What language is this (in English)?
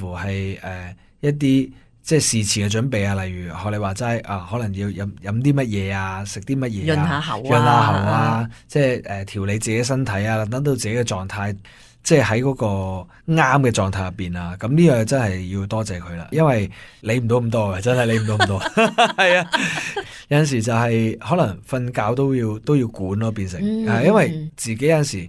Cantonese